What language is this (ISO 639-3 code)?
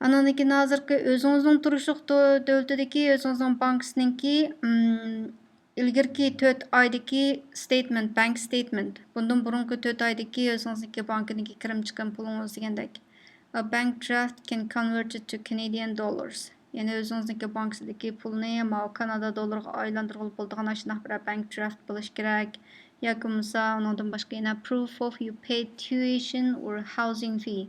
uig